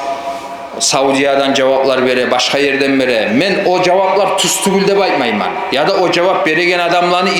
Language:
Kumyk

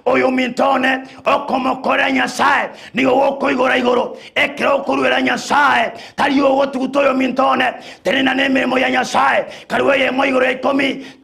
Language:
Gusii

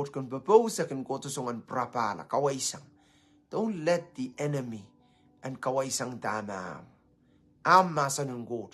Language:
Pohnpeian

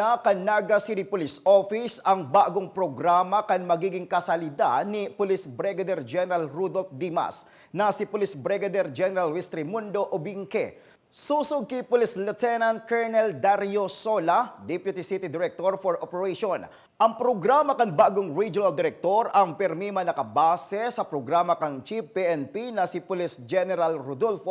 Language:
Bikol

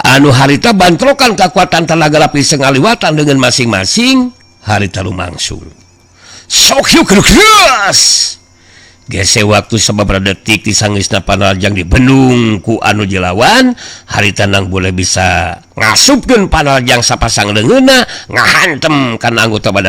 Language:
Sundanese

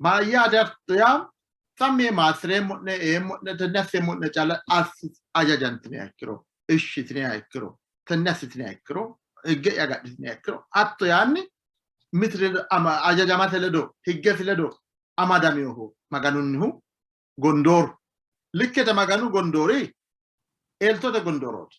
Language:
Sidamo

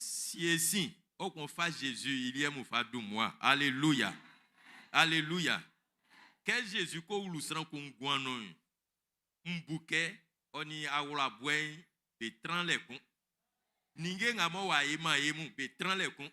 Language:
Baoulé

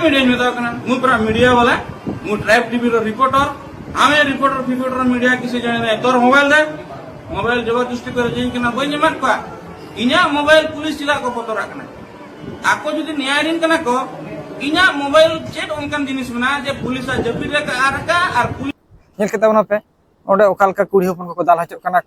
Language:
Santali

